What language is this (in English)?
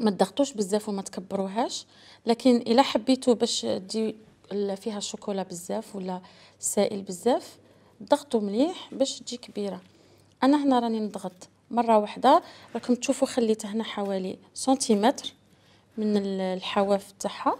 Algerian Arabic